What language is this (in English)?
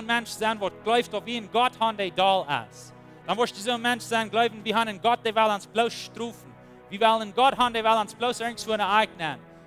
Plautdietsch